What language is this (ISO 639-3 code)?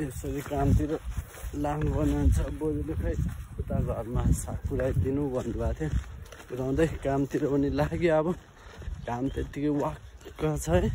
nep